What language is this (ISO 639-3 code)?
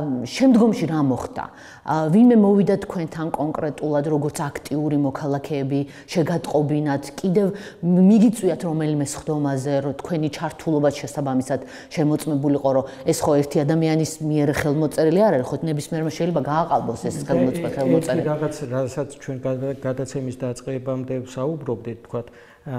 kat